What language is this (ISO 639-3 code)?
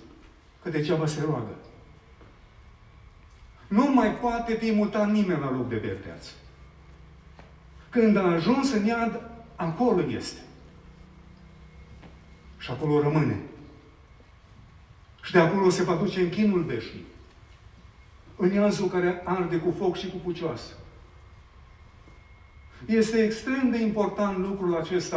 ron